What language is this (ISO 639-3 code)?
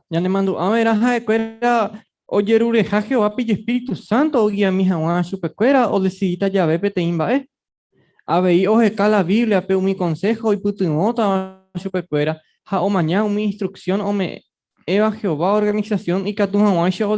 grn